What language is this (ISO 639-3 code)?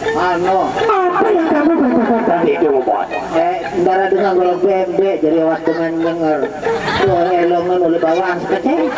sas